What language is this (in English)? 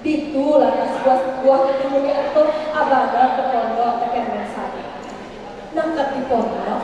Balinese